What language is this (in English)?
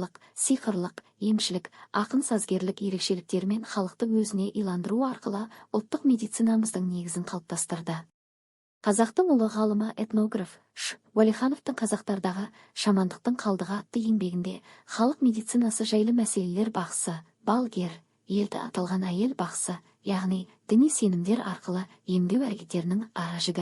Kazakh